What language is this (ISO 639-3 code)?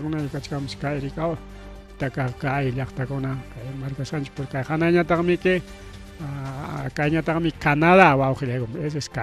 quy